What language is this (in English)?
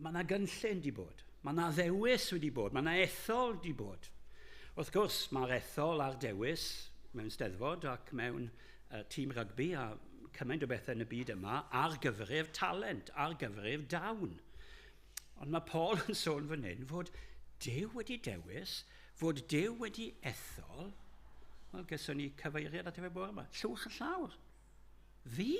Welsh